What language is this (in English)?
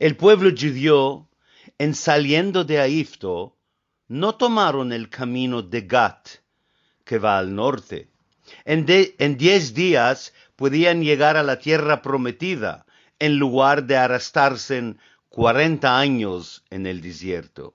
Ladino